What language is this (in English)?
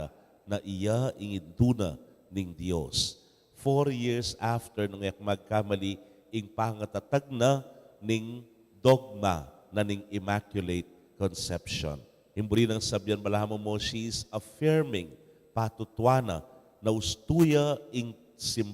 Pampanga